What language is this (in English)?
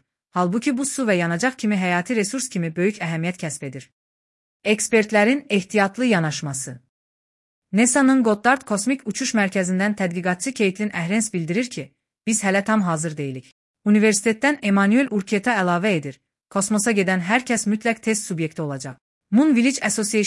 Azerbaijani